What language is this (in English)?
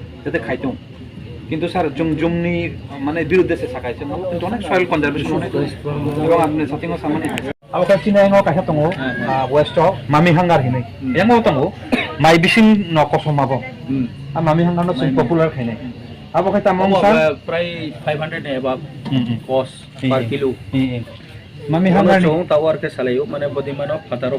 Riang (India)